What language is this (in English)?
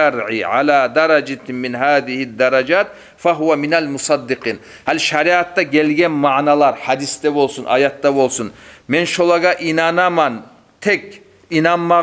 Kumyk